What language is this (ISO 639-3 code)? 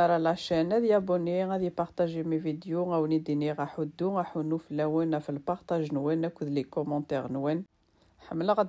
kab